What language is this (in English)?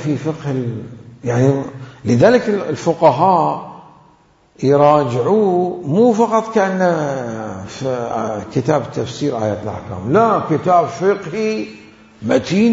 Mesopotamian Arabic